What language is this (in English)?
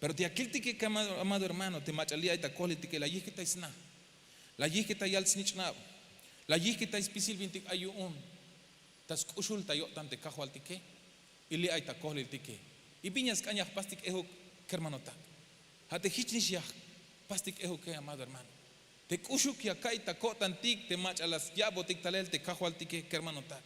Tzeltal